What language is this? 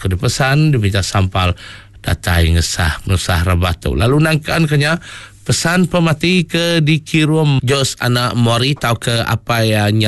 Iban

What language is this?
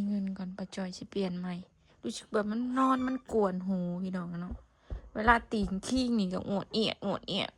Northeastern Thai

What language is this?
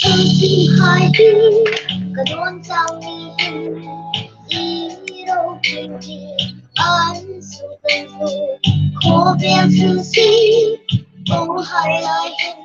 Hmar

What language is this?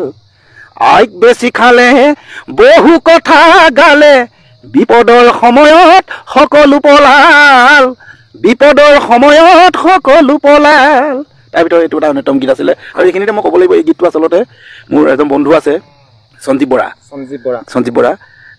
Assamese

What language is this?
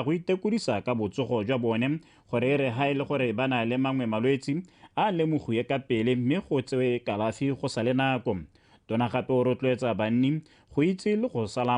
Tswana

